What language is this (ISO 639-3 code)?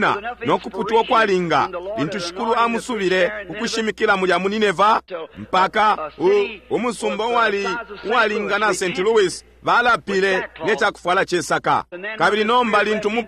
bem